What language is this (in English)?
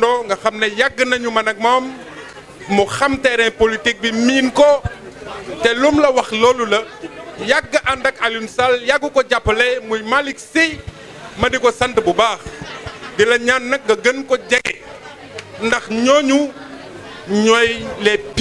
Wolof